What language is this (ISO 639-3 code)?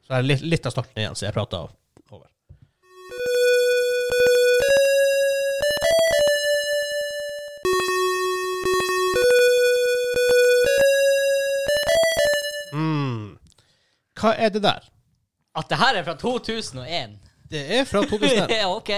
nor